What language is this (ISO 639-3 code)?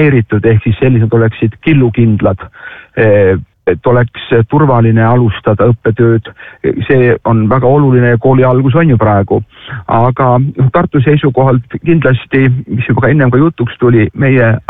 est